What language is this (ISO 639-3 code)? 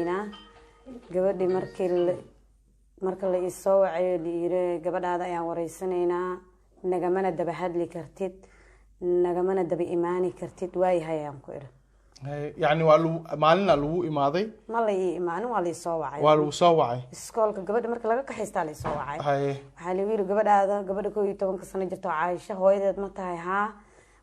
som